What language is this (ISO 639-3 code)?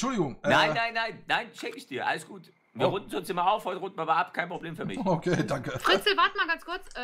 deu